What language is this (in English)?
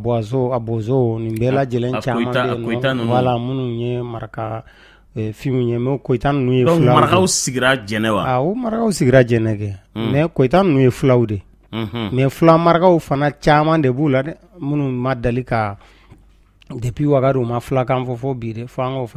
Bambara